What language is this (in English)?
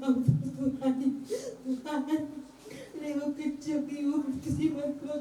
Batak Toba